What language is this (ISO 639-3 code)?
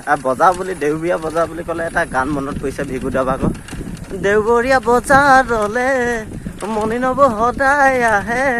asm